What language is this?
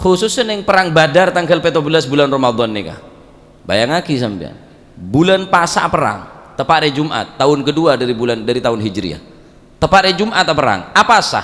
Madurese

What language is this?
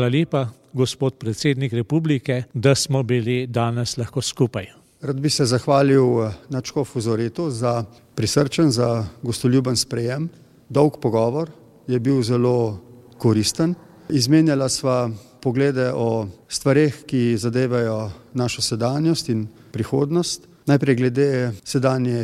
Slovenian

